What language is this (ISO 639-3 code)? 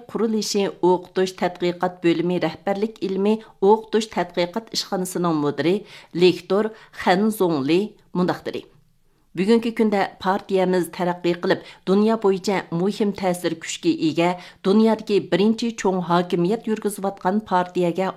uig